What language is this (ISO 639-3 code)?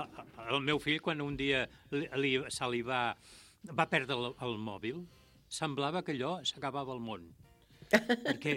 cat